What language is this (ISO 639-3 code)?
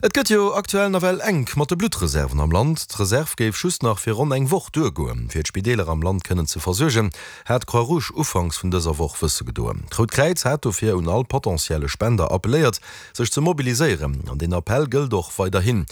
ltz